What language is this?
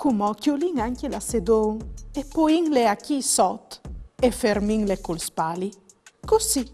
Friulian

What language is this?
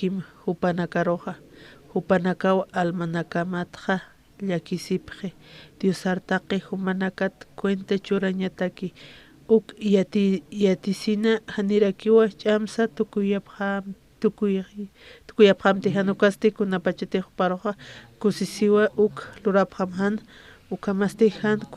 Aymara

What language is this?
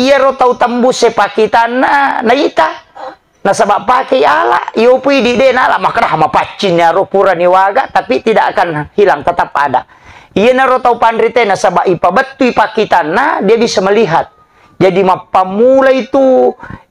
Buginese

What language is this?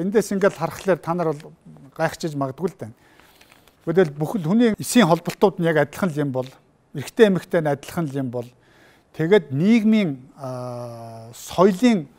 Mongolian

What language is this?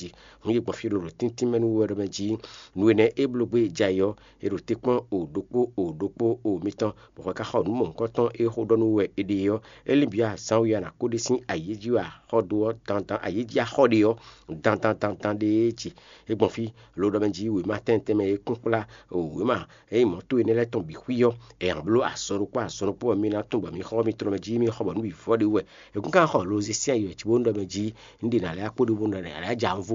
Fon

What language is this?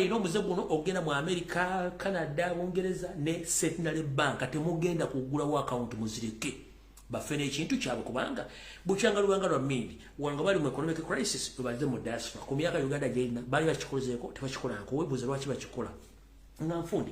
Ganda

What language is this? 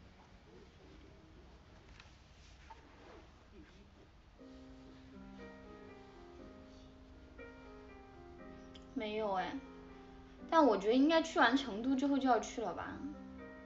Chinese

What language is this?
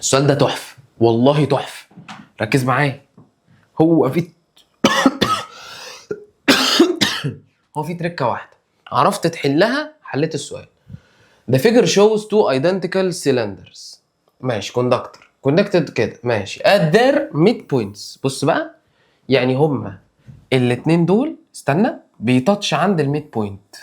Egyptian Arabic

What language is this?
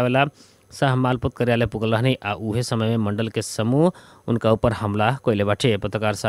Bhojpuri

